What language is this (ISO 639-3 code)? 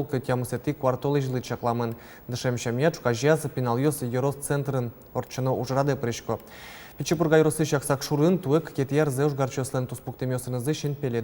udm